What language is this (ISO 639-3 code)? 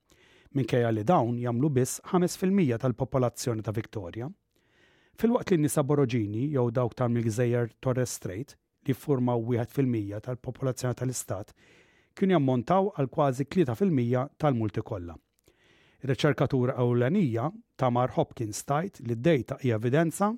mlt